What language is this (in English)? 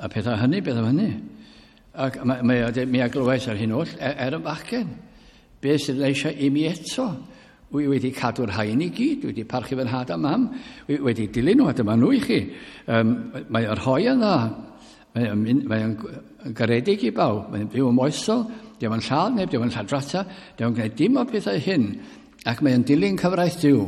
Welsh